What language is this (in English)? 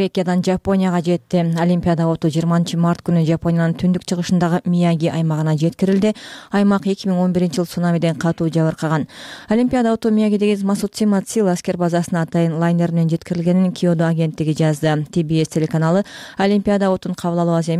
Kyrgyz